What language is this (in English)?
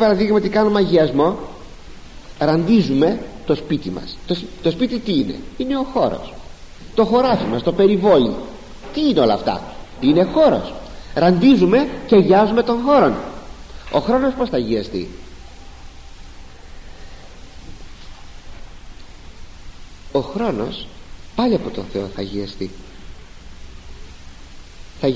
Greek